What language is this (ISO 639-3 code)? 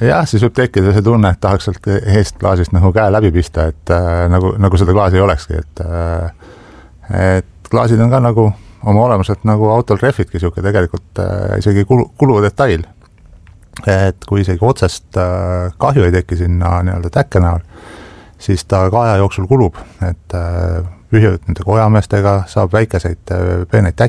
est